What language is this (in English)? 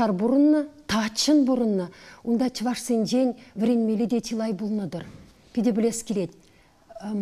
Chuvash